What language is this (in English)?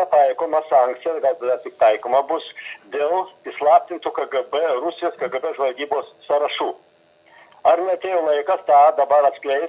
Lithuanian